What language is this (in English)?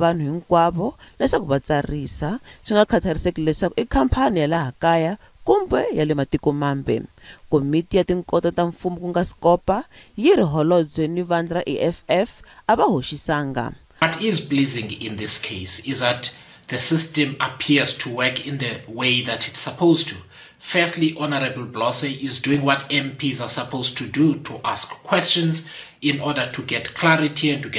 Tsonga